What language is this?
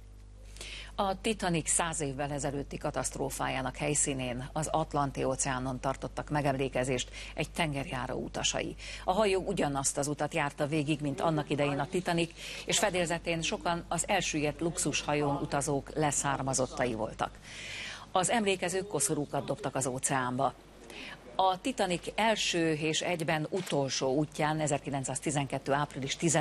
Hungarian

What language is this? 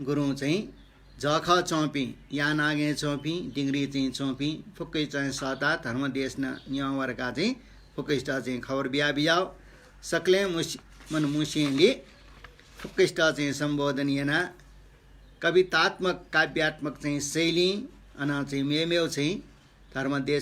Newari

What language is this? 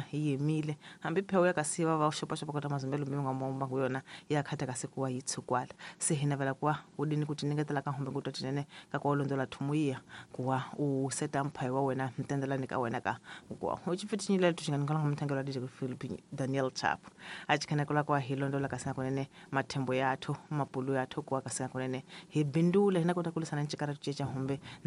Tsonga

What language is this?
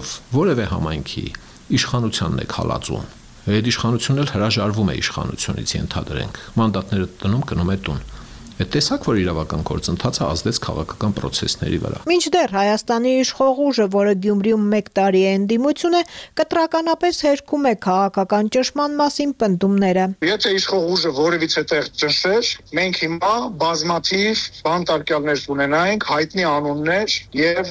Armenian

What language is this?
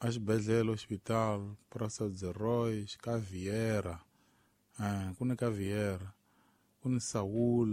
Tsonga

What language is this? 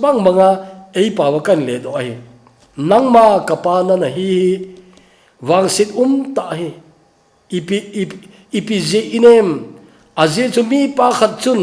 Thado Chin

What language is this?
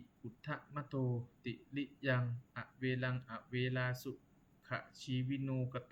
Pali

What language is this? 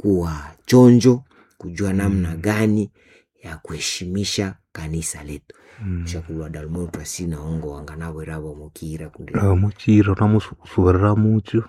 Nande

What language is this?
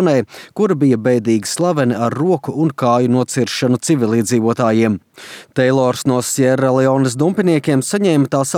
Latvian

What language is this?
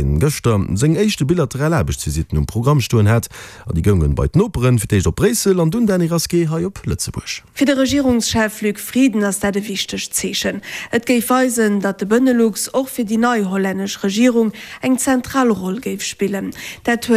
Luxembourgish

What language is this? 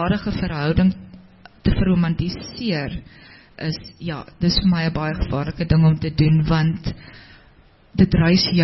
Afrikaans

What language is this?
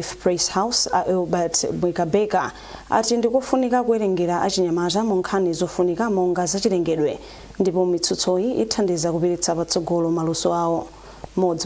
Nyanja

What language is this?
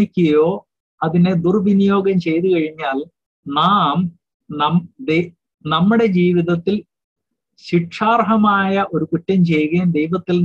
Malayalam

